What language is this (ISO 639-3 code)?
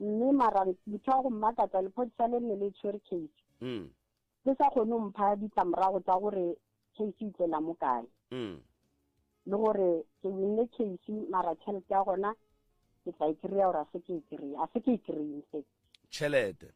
nso